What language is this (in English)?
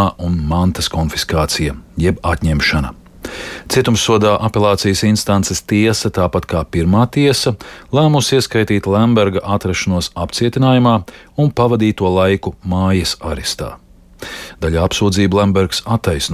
Latvian